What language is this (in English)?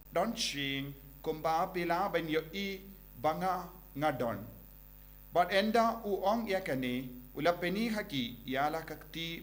Khasi